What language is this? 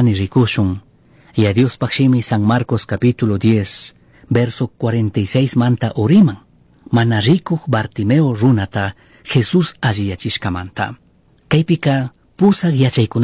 Chimborazo Highland Quichua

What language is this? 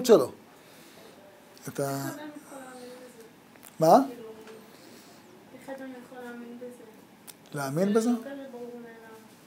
Hebrew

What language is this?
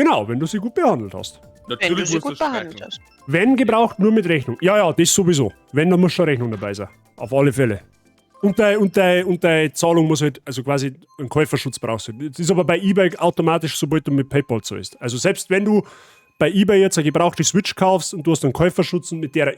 Bavarian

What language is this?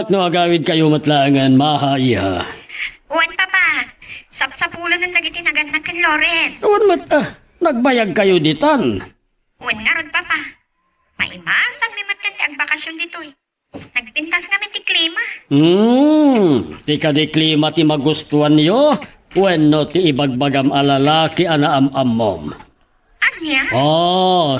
Iloko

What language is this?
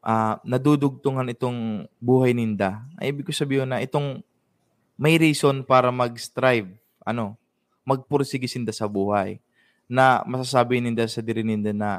Bikol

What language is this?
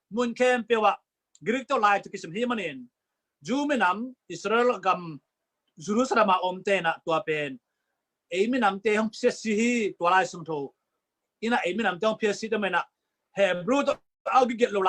Tedim Chin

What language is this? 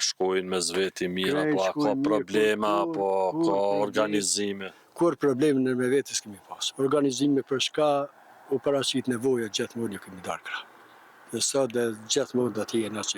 Albanian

